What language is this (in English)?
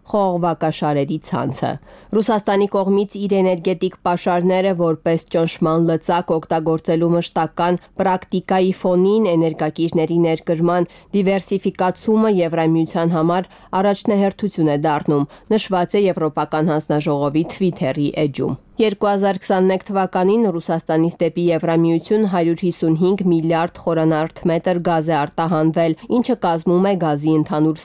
Armenian